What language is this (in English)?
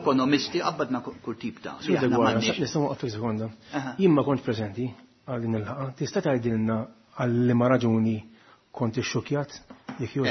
Maltese